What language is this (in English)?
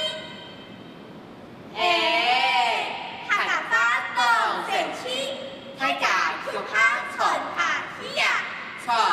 Hakka Chinese